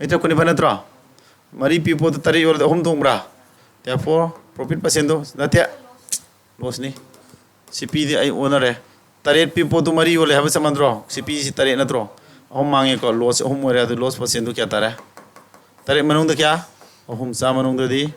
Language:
Manipuri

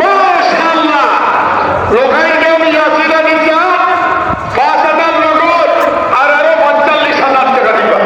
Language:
Sylheti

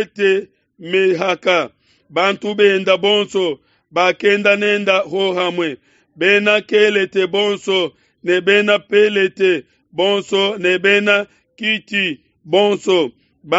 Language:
Luba-Lulua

